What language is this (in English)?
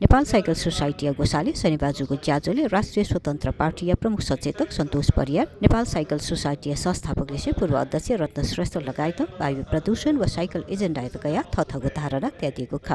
Newari